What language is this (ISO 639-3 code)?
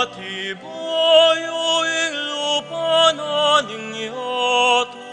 pam